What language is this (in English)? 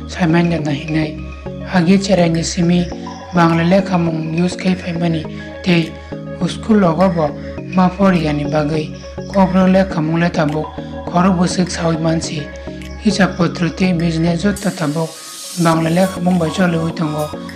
Kok Borok